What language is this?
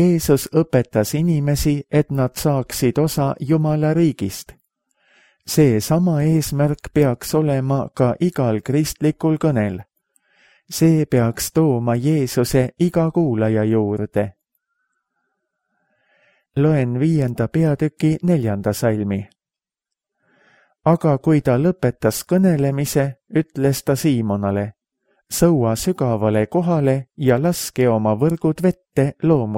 Estonian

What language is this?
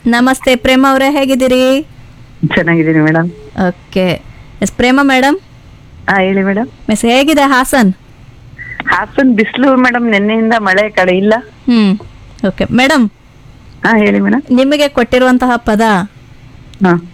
Kannada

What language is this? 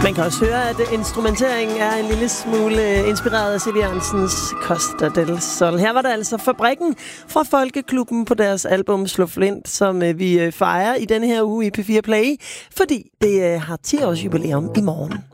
Danish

